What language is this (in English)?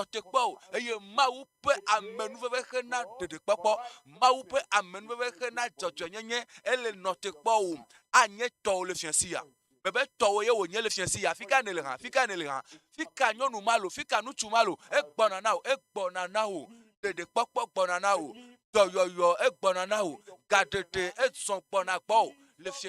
Ewe